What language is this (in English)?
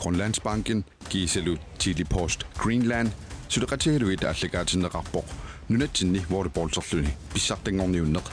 Kalaallisut